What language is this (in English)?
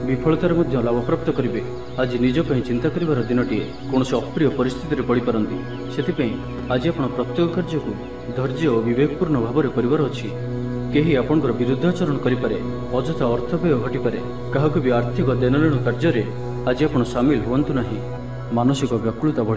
Odia